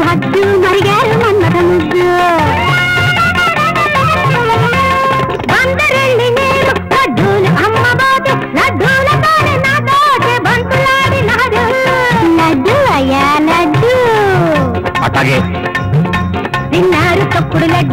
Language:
Telugu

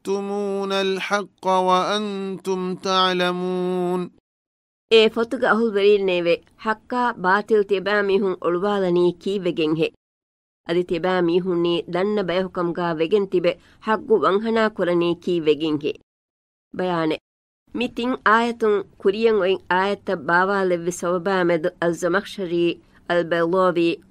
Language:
Divehi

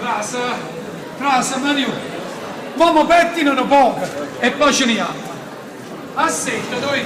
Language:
Neapolitan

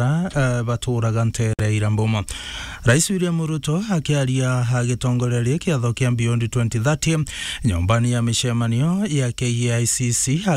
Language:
Meru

